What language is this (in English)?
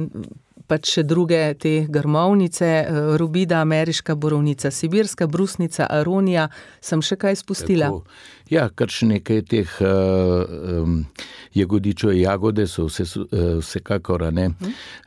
Slovenian